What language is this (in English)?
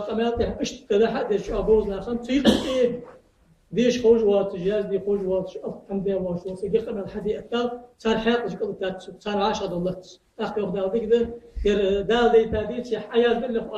Ingush